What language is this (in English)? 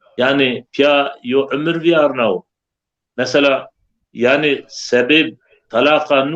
Zaza